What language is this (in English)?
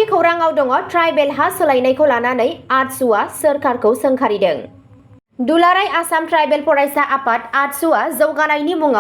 Bodo